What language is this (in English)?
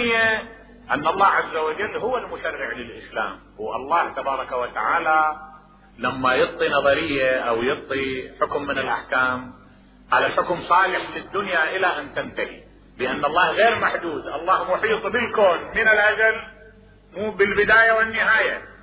Mesopotamian Arabic